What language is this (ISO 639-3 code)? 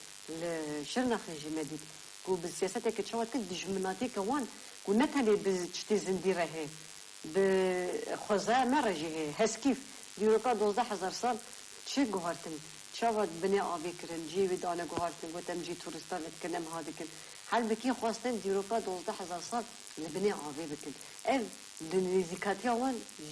kur